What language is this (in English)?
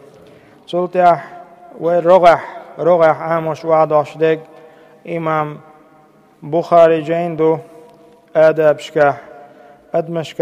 Chechen